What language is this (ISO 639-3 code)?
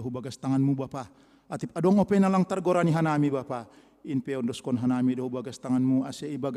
bts